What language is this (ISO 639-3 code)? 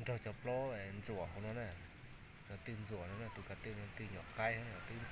hmn